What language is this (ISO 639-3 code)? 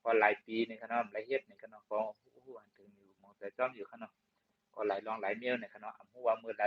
shn